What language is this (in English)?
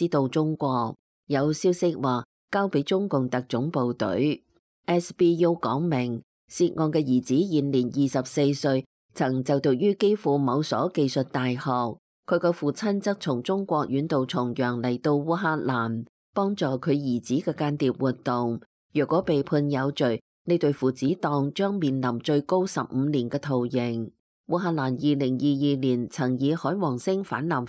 Cantonese